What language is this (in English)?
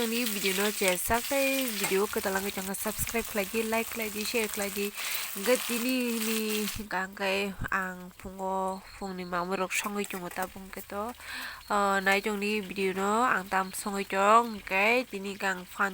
Kok Borok